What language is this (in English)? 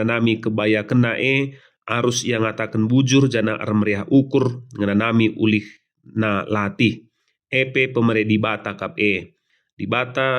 Batak Karo